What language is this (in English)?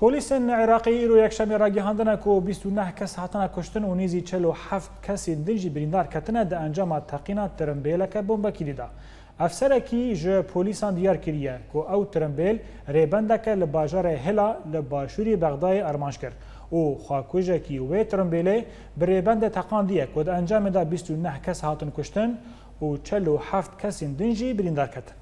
Kurdish